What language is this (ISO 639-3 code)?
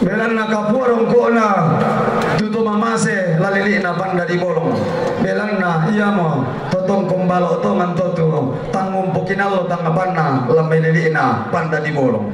sda